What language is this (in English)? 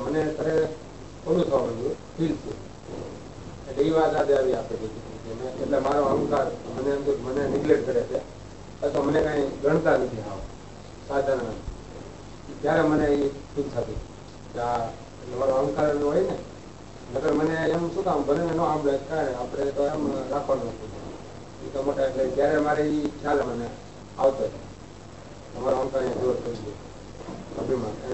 Gujarati